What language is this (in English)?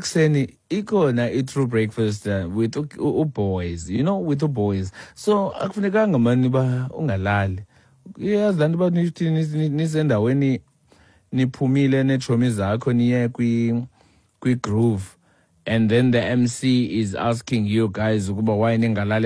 Xhosa